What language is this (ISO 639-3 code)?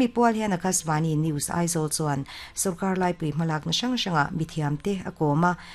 lus